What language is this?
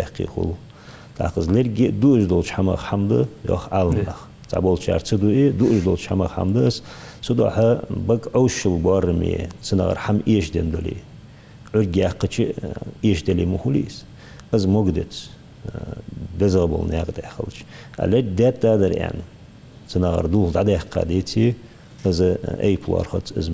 Ingush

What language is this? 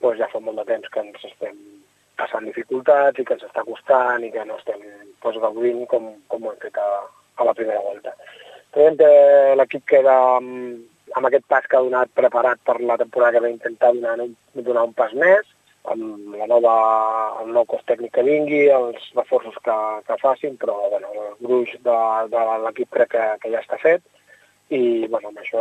Catalan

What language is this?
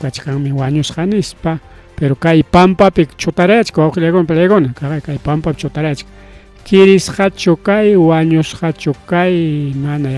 Ayacucho Quechua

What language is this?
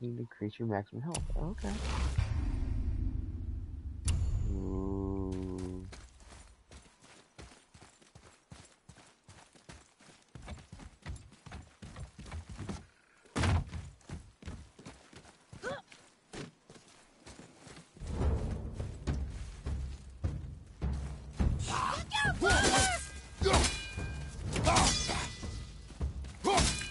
English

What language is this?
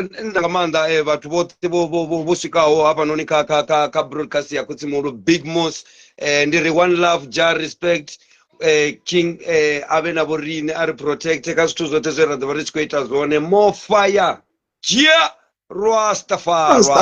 Venda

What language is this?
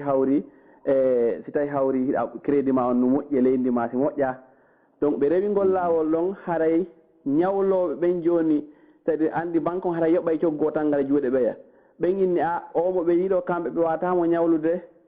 Fula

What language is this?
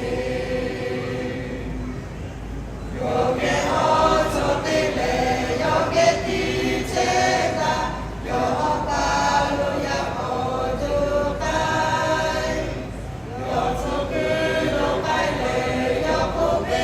Lahu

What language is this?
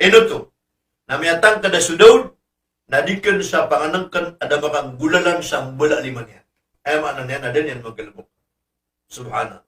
Maranao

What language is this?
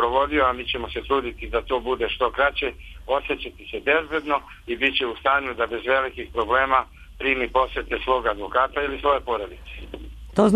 Serbian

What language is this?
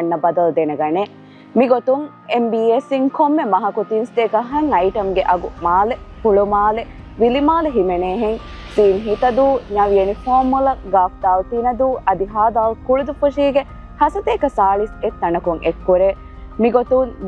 Divehi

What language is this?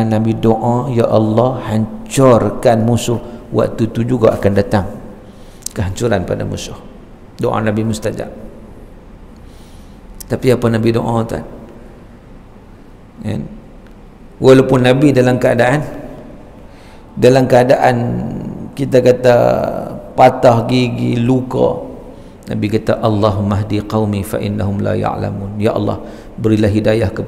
Malay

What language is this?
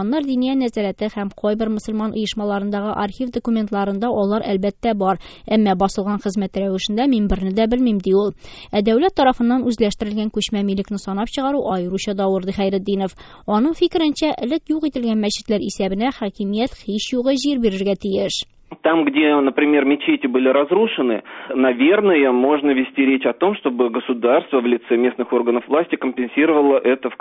Tatar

